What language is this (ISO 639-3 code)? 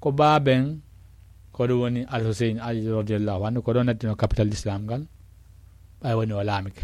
ful